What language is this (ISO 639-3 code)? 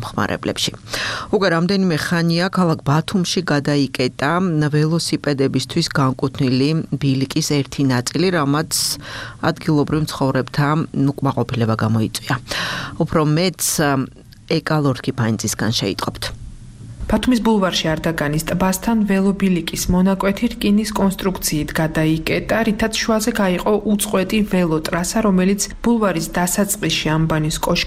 kat